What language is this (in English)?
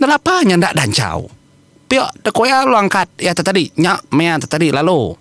Iban